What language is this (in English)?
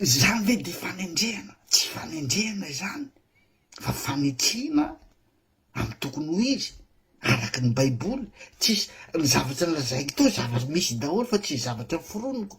Malagasy